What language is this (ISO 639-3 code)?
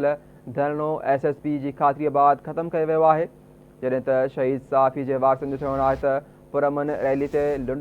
snd